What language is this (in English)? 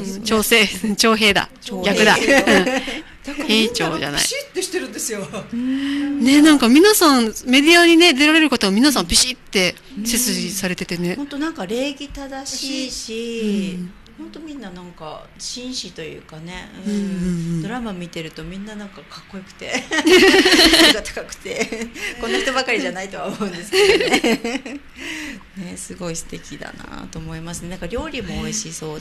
Japanese